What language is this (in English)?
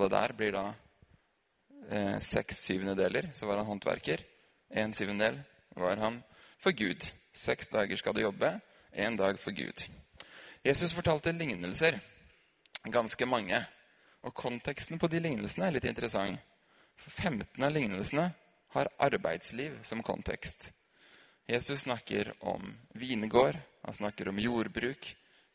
Norwegian